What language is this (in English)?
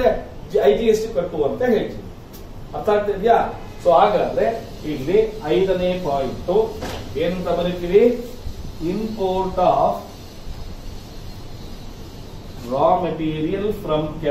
Kannada